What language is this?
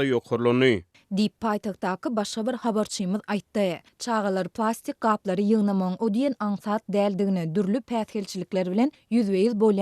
Turkmen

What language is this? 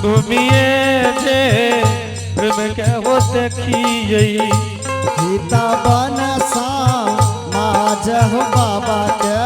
Angika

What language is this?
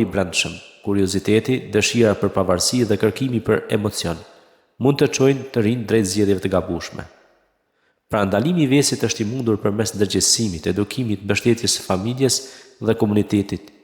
Albanian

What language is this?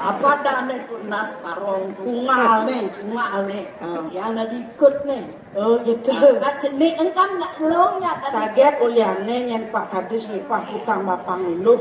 Balinese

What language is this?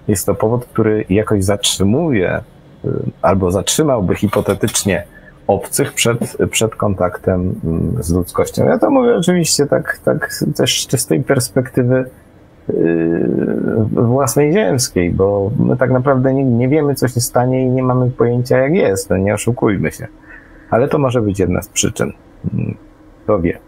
Polish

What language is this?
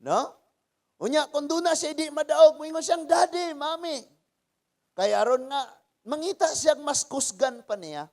Cebuano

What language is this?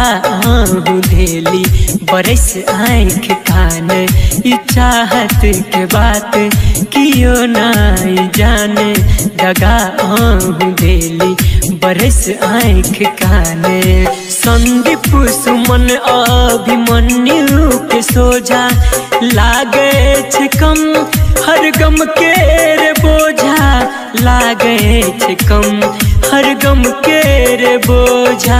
Maithili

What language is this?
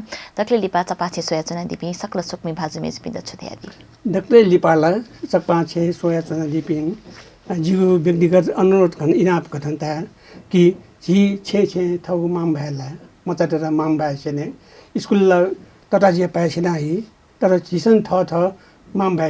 Newari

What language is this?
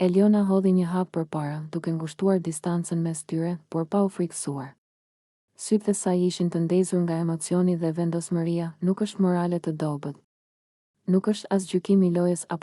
Albanian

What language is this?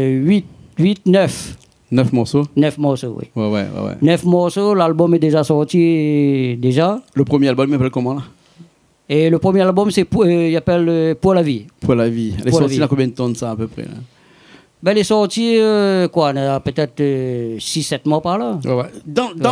Réunion Creole French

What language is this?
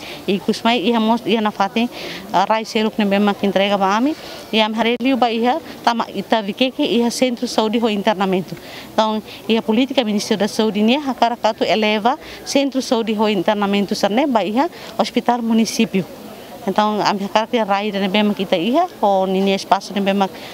Tetum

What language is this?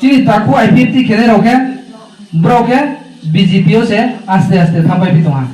Riang (India)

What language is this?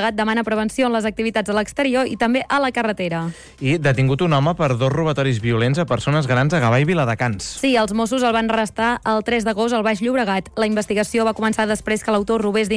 Catalan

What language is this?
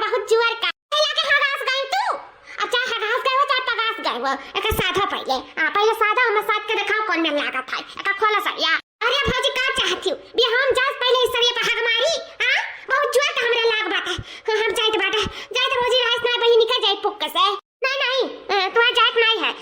Awadhi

